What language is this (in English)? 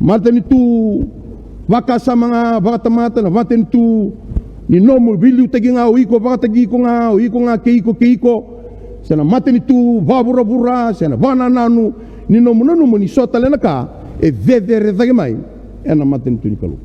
Fijian